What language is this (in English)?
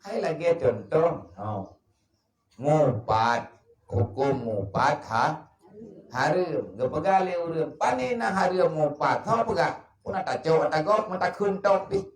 Achinese